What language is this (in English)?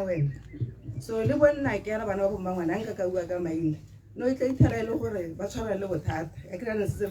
Tswana